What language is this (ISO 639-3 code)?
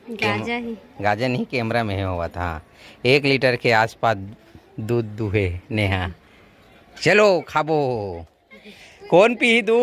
hne